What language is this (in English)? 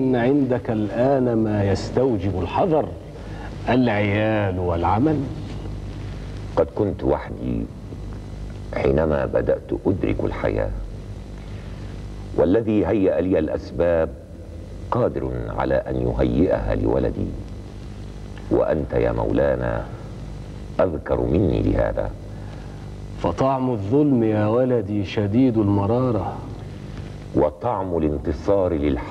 Arabic